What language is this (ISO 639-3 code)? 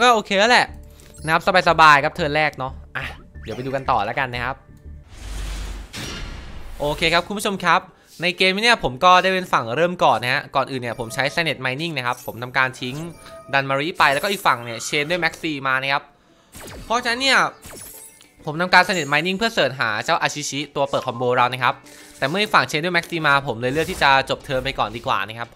tha